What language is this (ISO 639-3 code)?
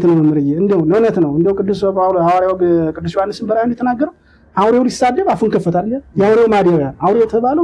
amh